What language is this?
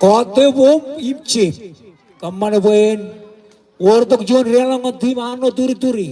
Marshallese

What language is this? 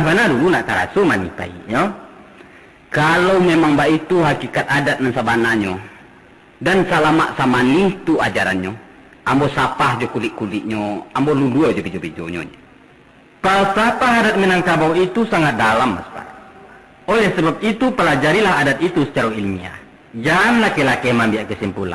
Minangkabau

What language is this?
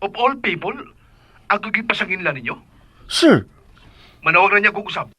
Cebuano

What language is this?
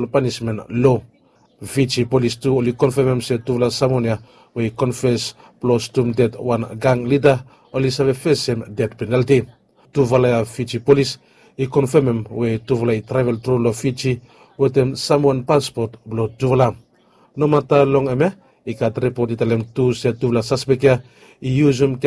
Bislama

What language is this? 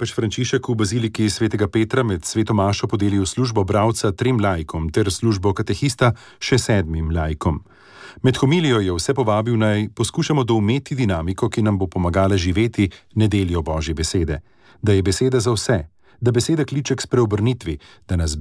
Slovenian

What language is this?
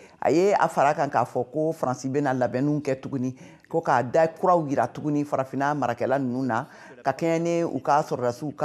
Bambara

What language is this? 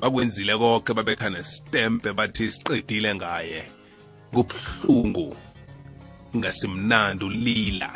South Ndebele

